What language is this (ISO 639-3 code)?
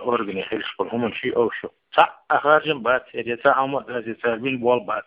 srp